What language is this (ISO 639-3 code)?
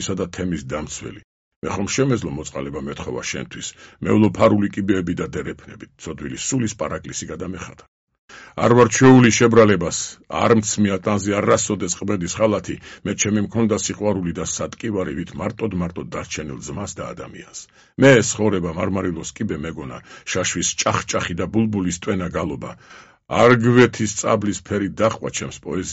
kat